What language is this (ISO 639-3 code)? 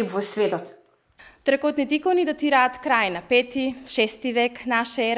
mkd